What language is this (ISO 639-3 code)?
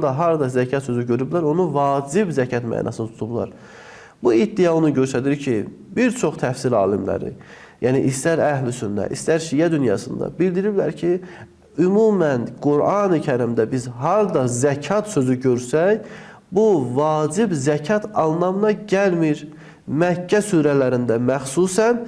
aze